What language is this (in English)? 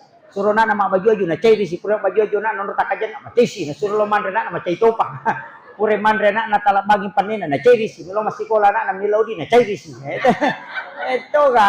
Buginese